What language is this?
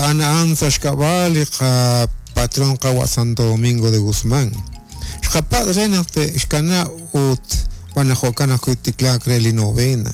Kekchí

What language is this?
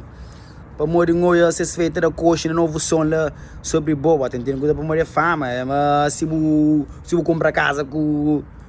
Kabuverdianu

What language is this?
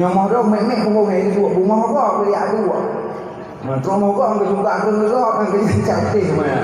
Achinese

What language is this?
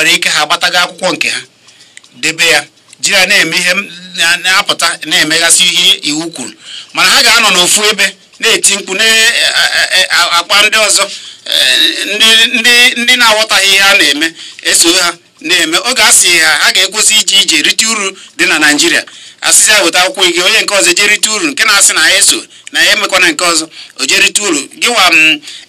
Igbo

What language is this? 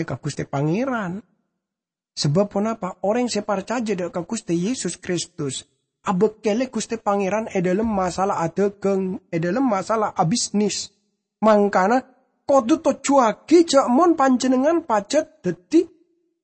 Madurese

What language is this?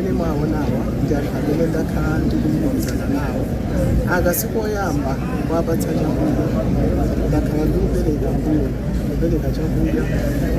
Nyanja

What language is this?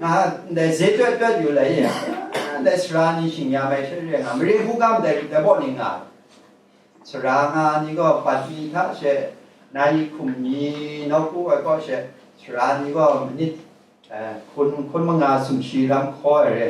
Kachin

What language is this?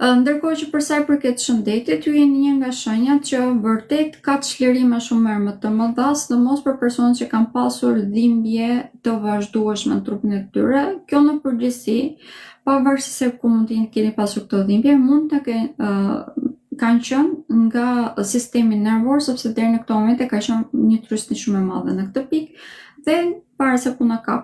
Albanian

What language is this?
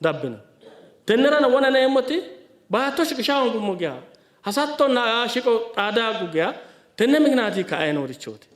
Sidamo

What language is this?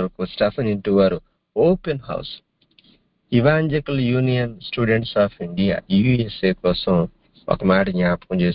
Telugu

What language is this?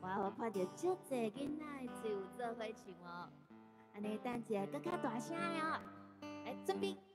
Min Nan Chinese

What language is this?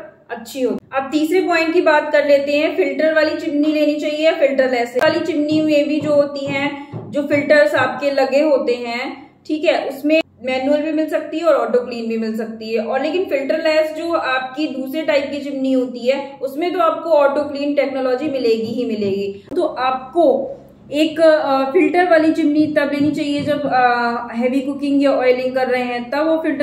Hindi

